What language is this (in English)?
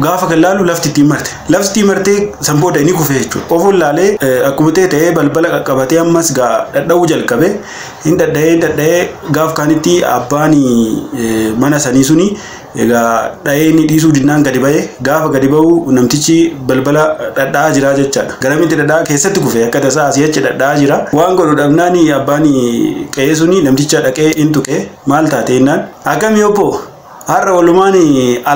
Oromo